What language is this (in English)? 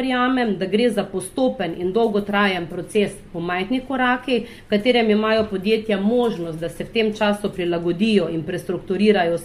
Slovenian